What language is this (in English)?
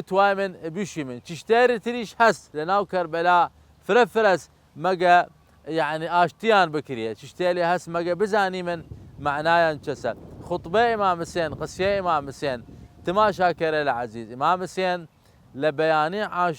Southern Kurdish